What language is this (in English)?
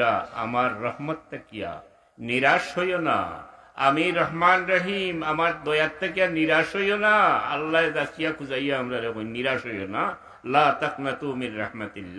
Sylheti